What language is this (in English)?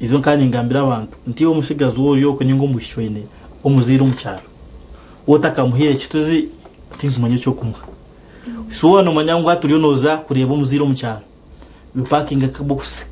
Nyankole